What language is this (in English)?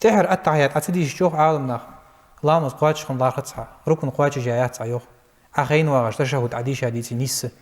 Ingush